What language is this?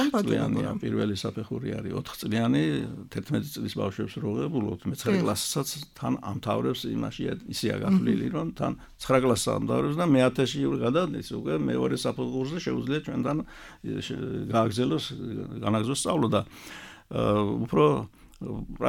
Georgian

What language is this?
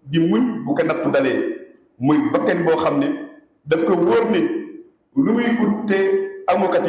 Wolof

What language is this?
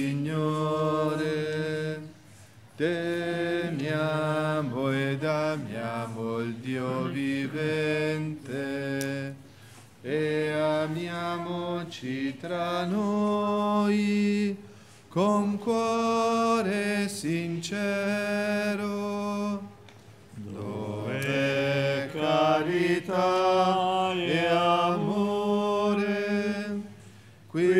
Italian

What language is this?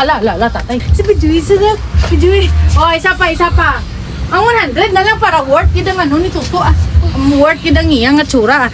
Hiligaynon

